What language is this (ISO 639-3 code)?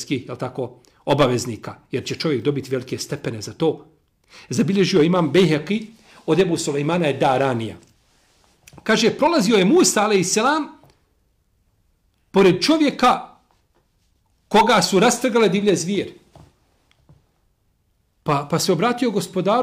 bos